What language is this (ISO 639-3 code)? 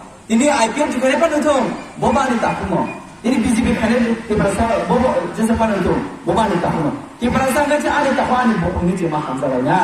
trp